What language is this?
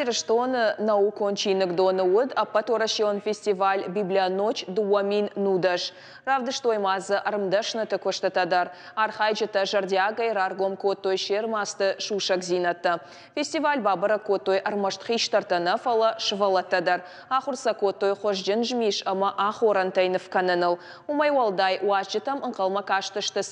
Ossetic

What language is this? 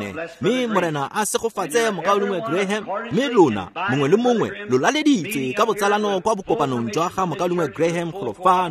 Tswana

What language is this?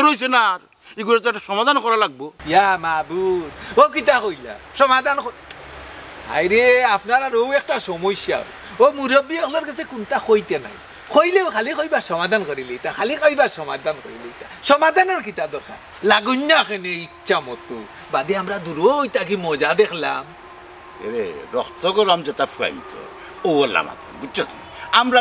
Sylheti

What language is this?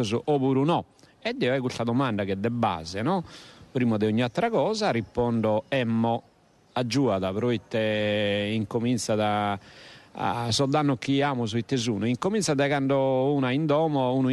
Sardinian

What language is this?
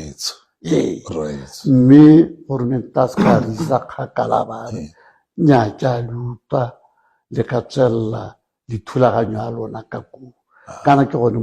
Tswana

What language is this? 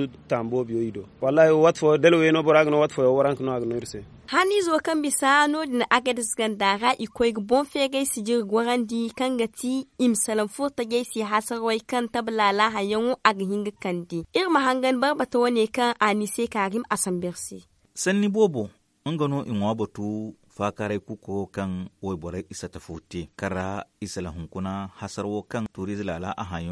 Zarma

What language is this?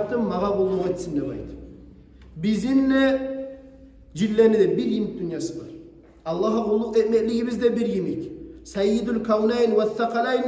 Kumyk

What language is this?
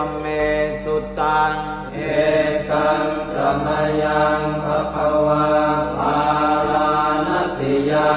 Pali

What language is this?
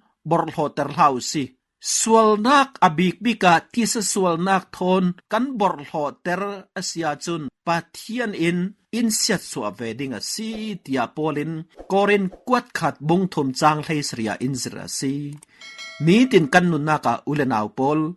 Falam Chin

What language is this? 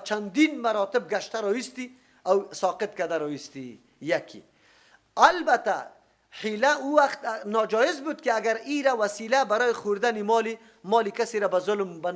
Persian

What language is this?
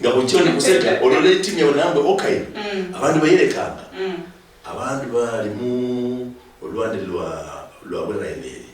Luyia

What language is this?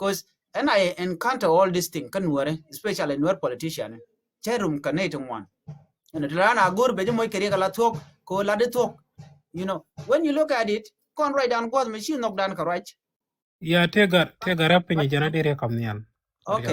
Nuer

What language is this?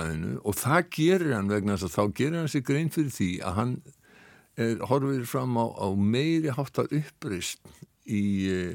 Icelandic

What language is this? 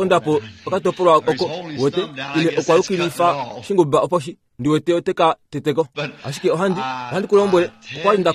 Kuanyama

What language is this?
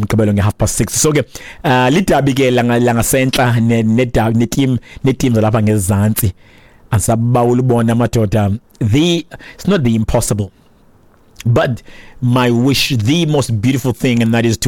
Xhosa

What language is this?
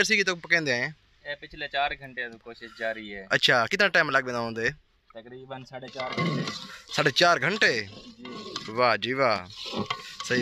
Saraiki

